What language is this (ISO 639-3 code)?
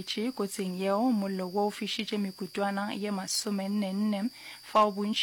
nso